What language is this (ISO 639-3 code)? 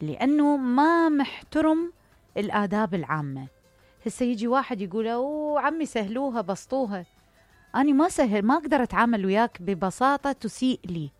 acm